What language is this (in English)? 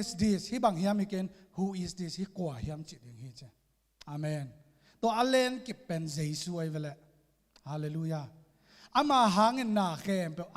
Tedim Chin